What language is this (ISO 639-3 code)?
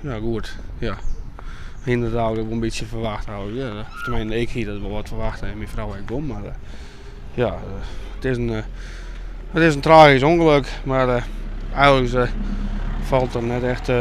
fry